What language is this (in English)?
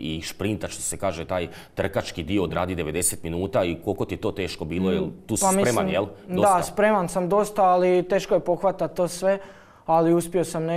Croatian